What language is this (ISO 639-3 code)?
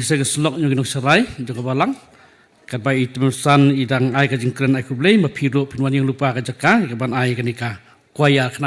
kha